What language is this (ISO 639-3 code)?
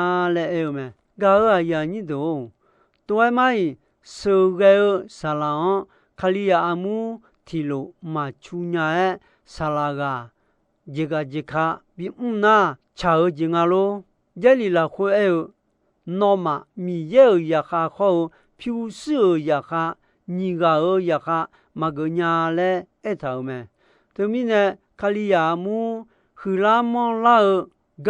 ahk